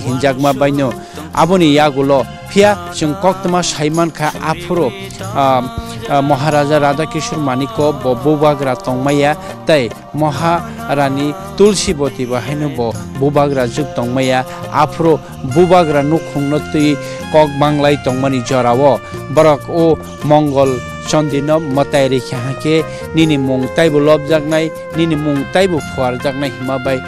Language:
Kok Borok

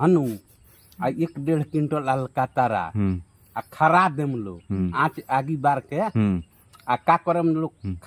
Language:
Bhojpuri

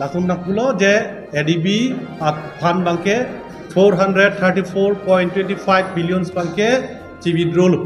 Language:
Karbi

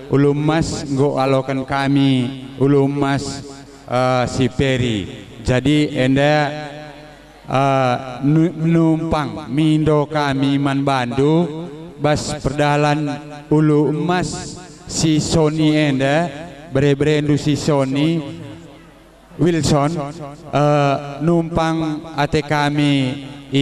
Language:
Batak Karo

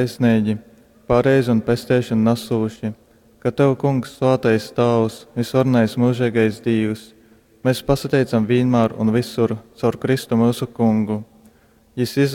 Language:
Latgalian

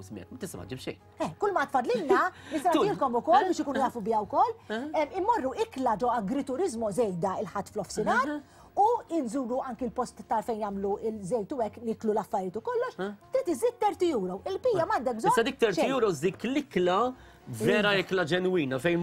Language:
Maltese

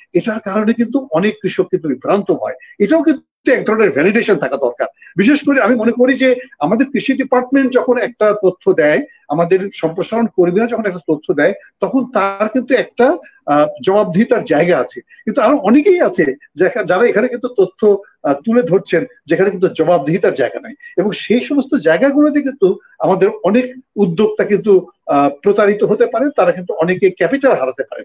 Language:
Bangla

